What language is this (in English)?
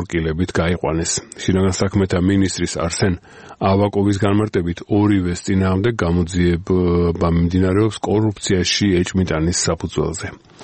Georgian